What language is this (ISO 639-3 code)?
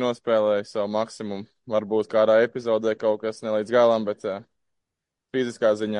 lav